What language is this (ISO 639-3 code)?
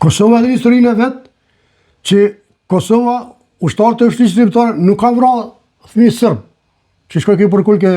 sqi